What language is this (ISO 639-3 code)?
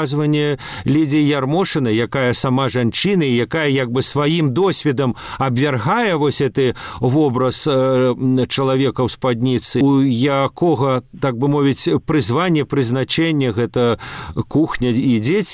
bel